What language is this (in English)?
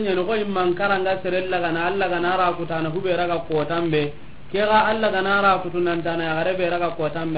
Soninke